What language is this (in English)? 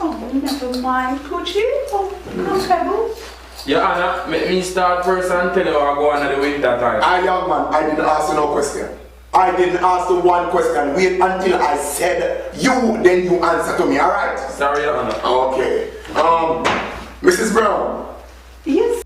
Jamaican Creole English